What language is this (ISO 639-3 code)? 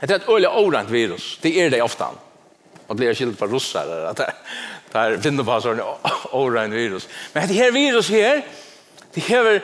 fao